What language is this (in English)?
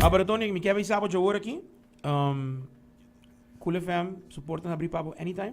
Papiamento